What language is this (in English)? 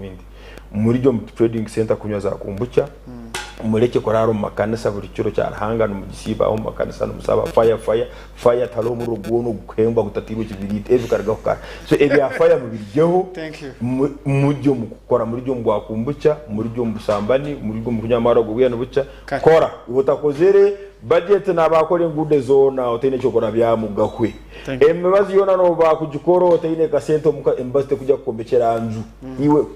Nyankole